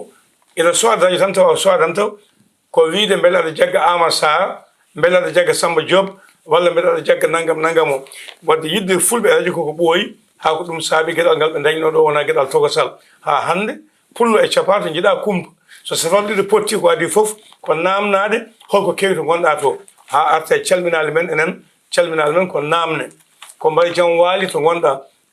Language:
Fula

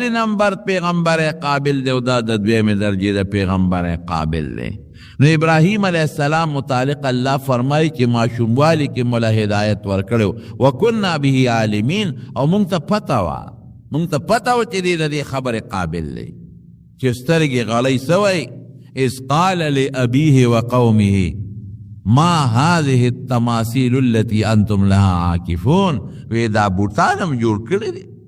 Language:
Pashto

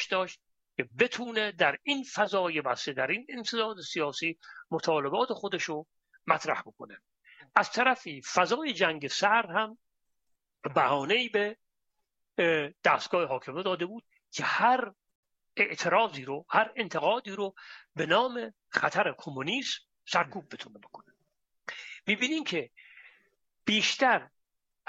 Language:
Persian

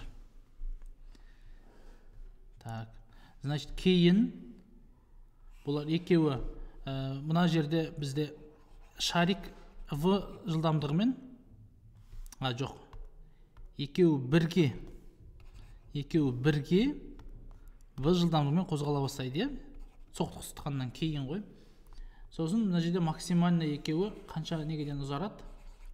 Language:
Kazakh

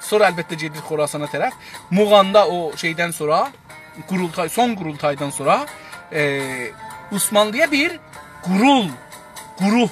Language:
South Azerbaijani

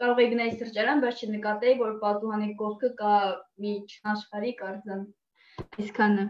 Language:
Armenian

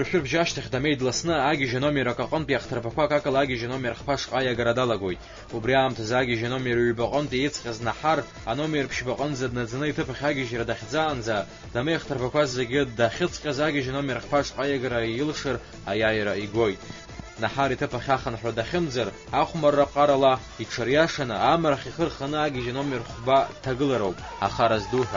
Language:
Abkhazian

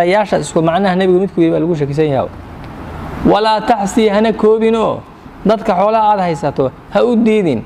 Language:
Somali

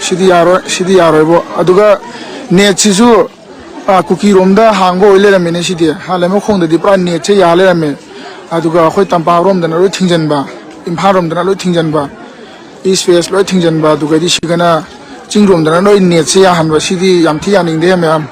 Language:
Manipuri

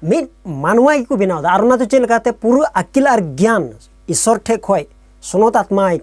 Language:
Santali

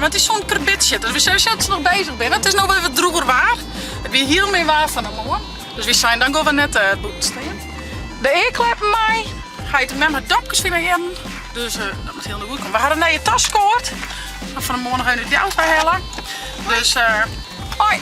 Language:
Western Frisian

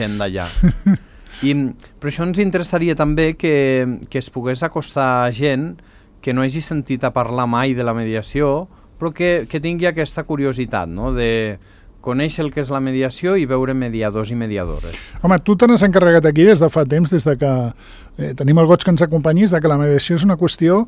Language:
Catalan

